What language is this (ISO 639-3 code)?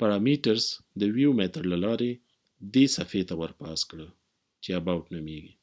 pus